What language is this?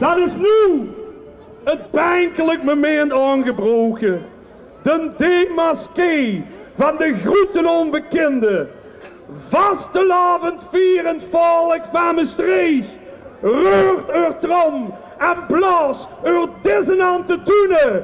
Limburgish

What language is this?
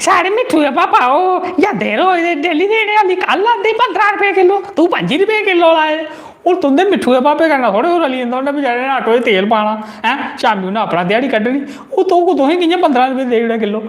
Dogri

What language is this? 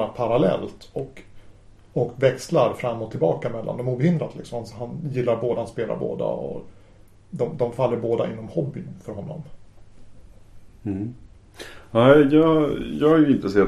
Swedish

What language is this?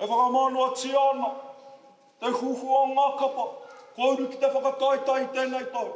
Māori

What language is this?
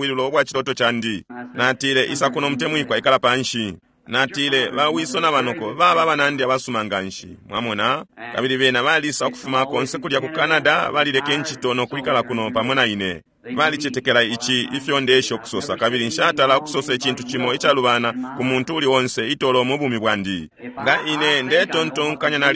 Bemba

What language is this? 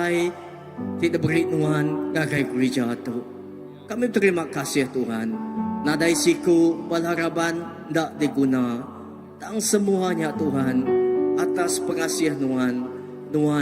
Iban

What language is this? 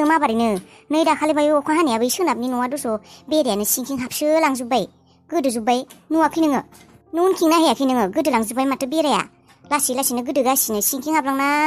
Bodo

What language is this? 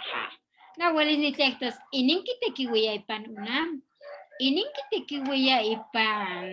Eastern Huasteca Nahuatl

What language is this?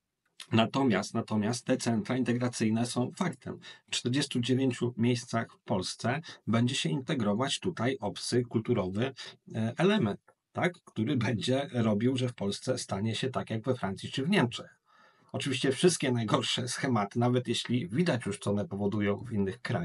Polish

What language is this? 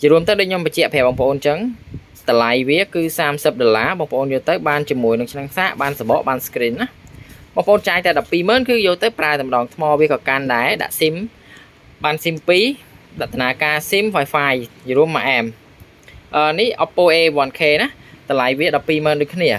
Khmer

